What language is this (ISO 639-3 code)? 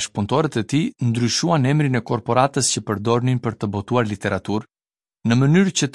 sqi